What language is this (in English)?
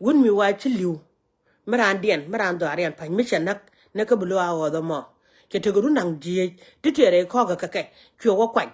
Nuer